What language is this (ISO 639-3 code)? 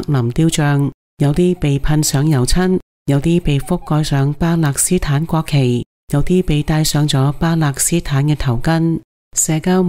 yue